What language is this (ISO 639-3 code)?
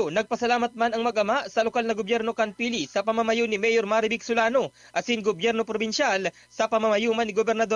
bik